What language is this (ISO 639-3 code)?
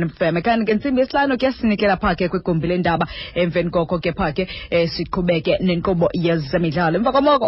xho